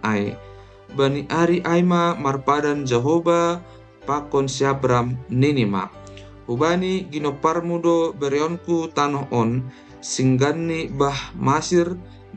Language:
Batak Simalungun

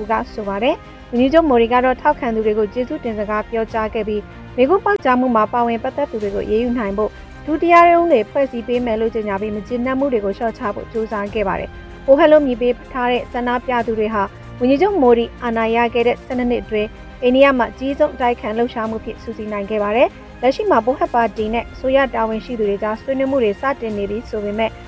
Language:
Burmese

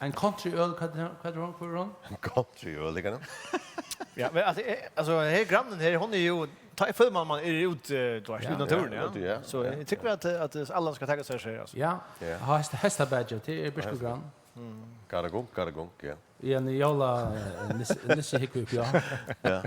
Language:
Faroese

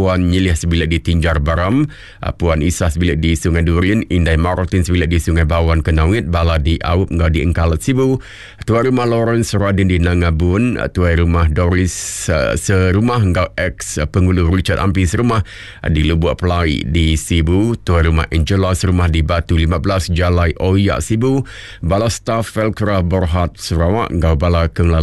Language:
Iban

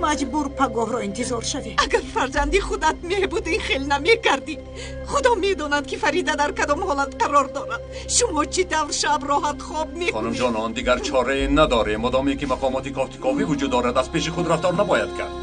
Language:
Tajik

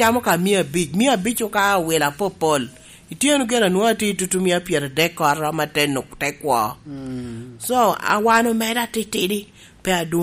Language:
Lango (Uganda)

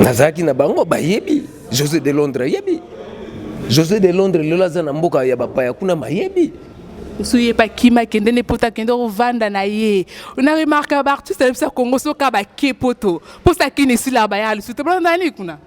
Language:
Lingala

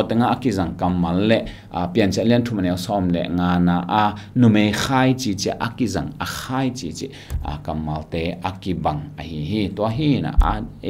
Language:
Tedim Chin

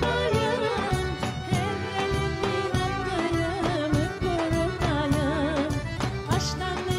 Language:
Crimean Tatar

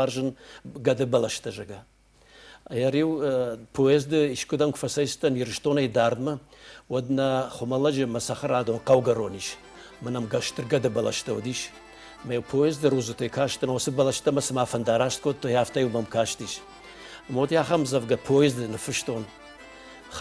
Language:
Ossetic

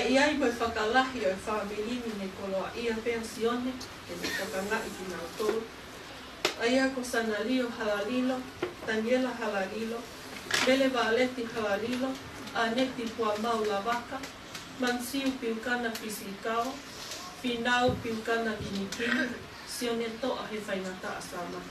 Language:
Tongan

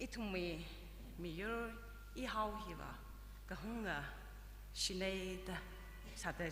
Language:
Tangkhul Naga (India)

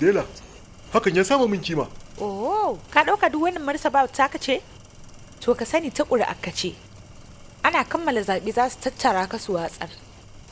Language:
Hausa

